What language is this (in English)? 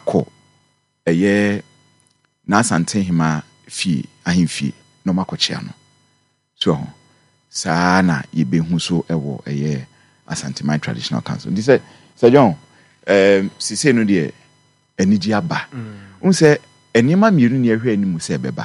Akan